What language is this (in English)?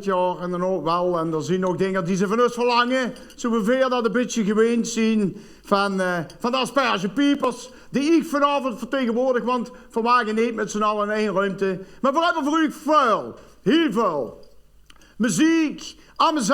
Limburgish